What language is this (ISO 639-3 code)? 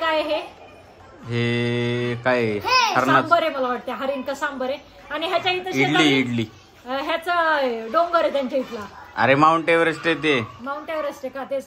mar